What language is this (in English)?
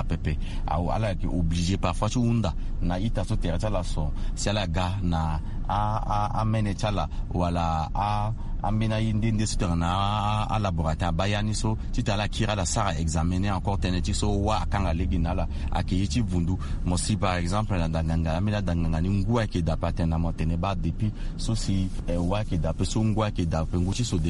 Sango